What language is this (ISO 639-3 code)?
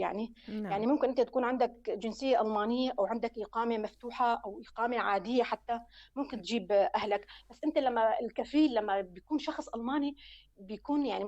apc